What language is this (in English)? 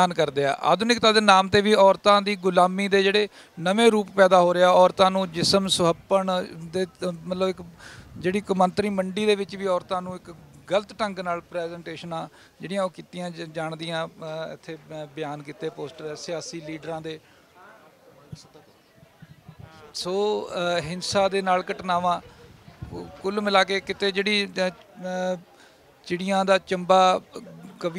Punjabi